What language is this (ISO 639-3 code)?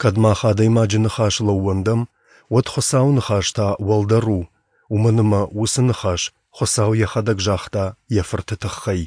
oss